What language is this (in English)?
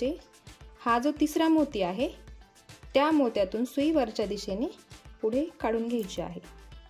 Marathi